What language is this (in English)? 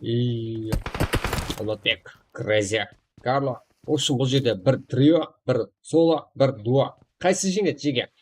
Kara-Kalpak